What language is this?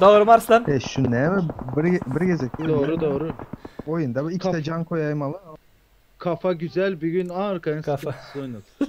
Turkmen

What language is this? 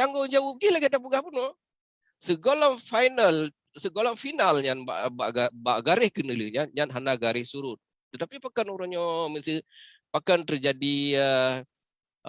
Achinese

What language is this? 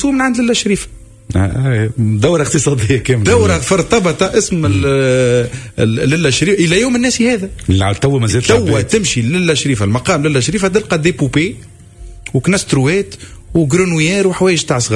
Tunisian Arabic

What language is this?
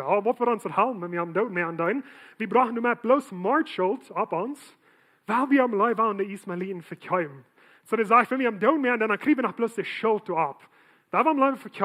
Plautdietsch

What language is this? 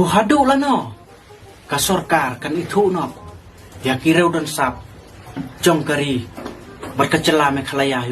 Khasi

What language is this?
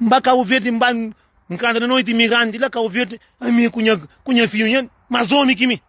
Kabuverdianu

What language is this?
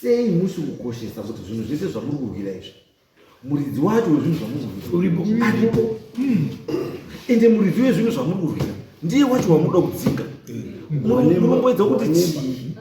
Shona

